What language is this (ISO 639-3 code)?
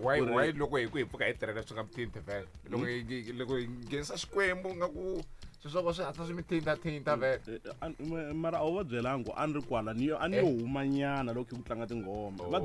tso